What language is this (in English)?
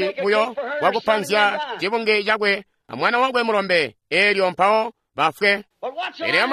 Tonga (Zambia)